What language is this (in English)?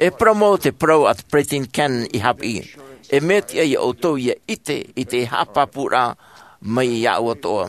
Tahitian